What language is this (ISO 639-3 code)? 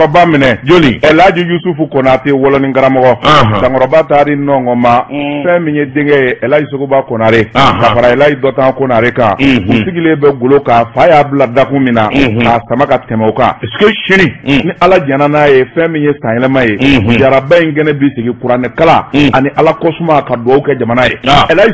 bam